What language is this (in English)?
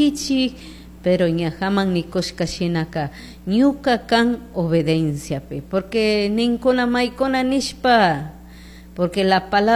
Chimborazo Highland Quichua